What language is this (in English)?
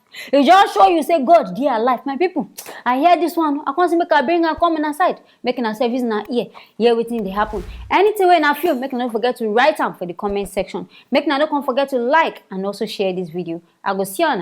Nigerian Pidgin